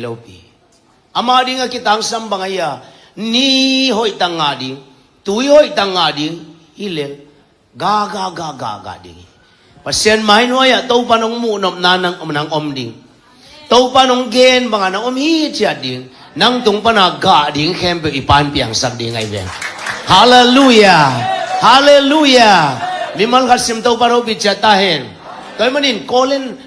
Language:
Tedim Chin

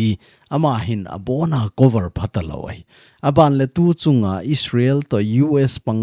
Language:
Thado Chin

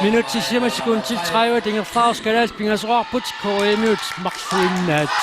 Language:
Kalaallisut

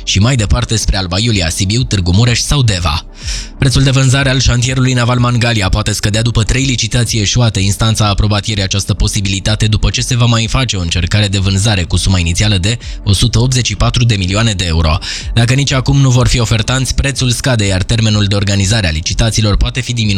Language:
Romanian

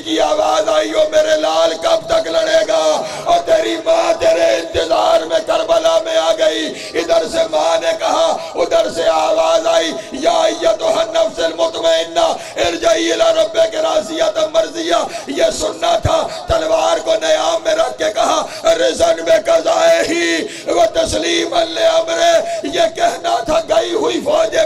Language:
Urdu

